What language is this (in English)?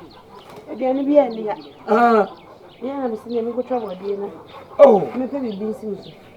Akan